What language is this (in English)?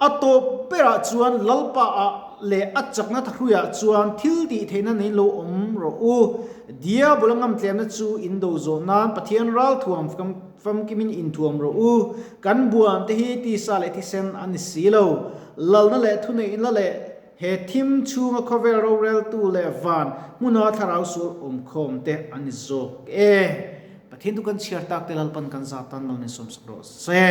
Mizo